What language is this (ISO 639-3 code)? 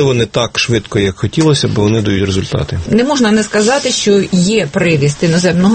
ukr